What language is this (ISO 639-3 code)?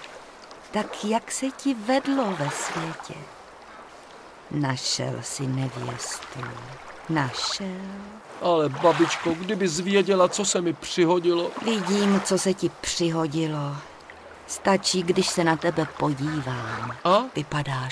ces